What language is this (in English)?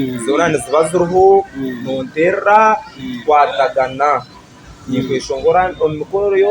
Nyankole